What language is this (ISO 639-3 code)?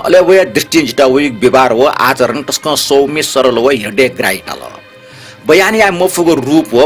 new